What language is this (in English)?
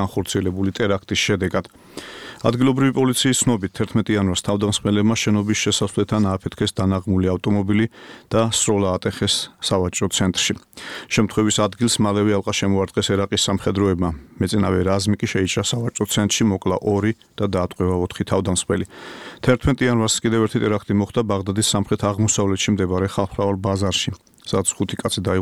Georgian